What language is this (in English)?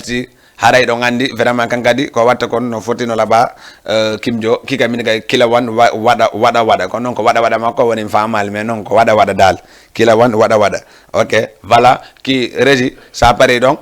Fula